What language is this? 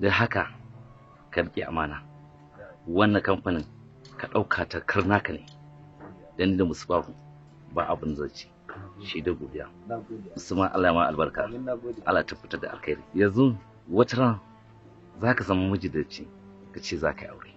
Hausa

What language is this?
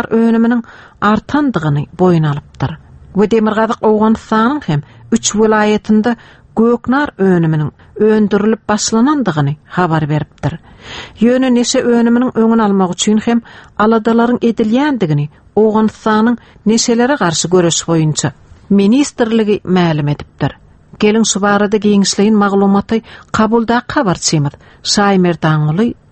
Turkmen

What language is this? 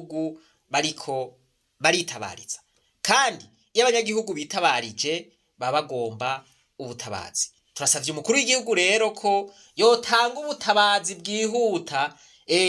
Rundi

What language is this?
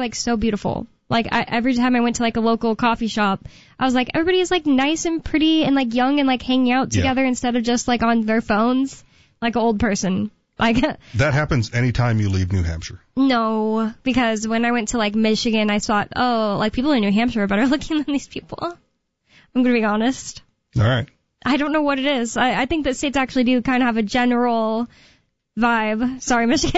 English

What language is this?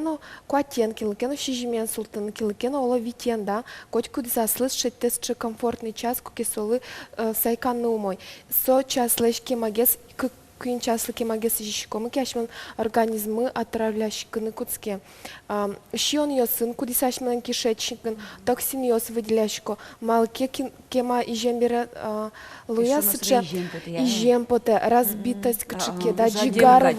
Udmurt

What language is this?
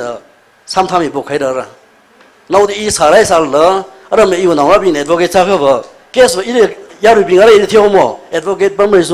Tangkhul Naga (India)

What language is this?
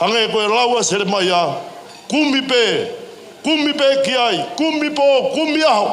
Tongan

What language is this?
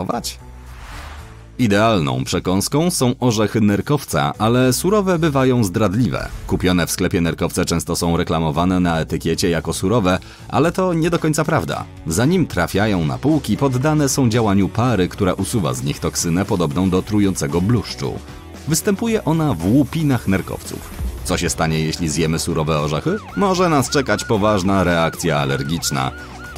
Polish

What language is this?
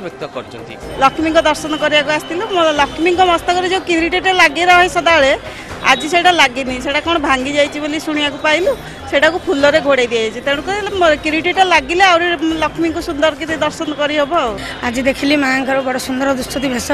Odia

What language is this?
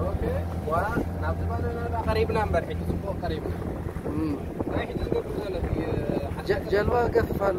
Tigrinya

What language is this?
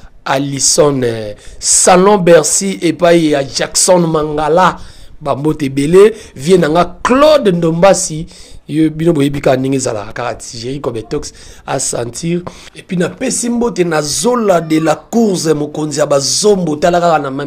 Lingala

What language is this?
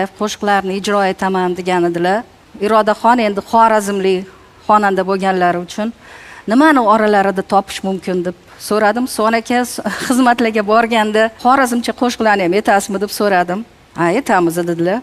Uzbek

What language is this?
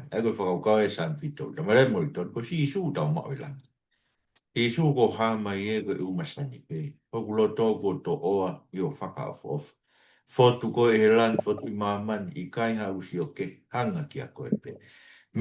Tongan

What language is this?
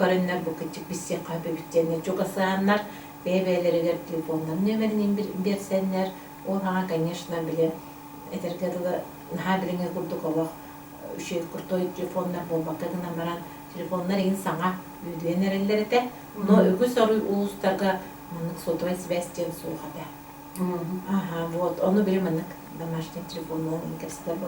Yakut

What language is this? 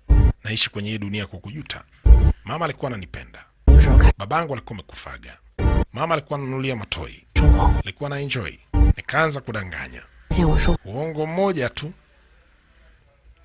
Swahili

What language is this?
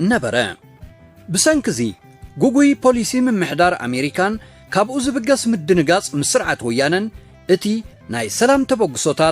Tigrinya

